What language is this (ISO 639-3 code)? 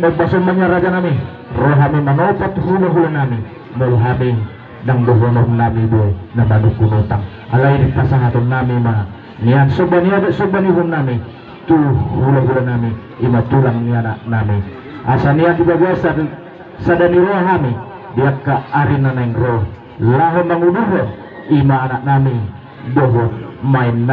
bbc